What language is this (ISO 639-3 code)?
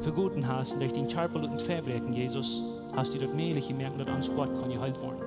pdt